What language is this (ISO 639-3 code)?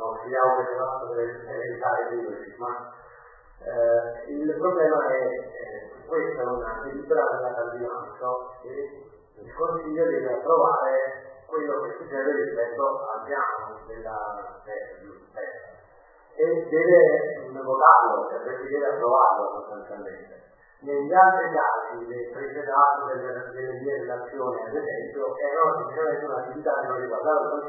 ita